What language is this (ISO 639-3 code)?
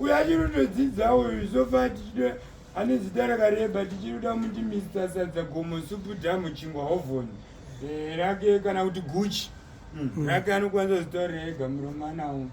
sna